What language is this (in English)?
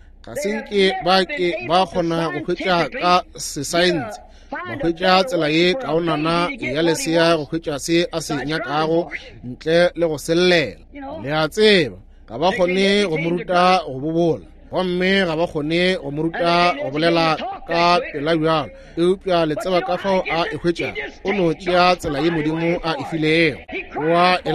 Northern Sotho